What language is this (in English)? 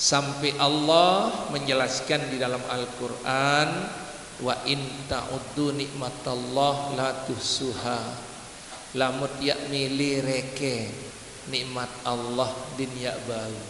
Sasak